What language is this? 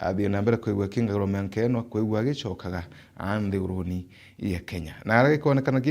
Meru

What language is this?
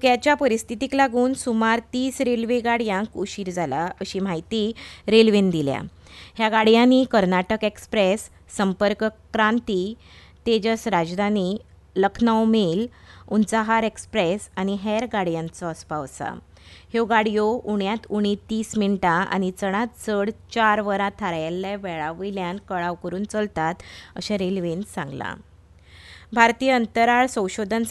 Konkani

